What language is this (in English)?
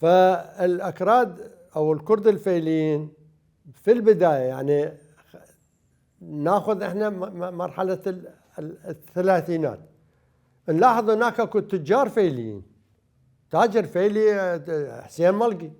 Mesopotamian Arabic